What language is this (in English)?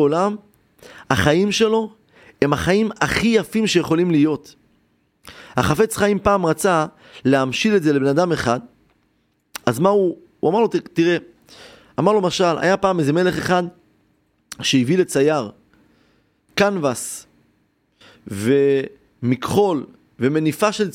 Hebrew